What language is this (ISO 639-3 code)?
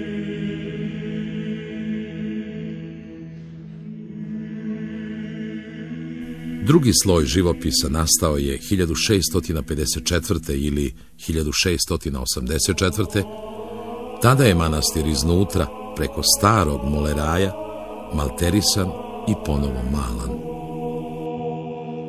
srp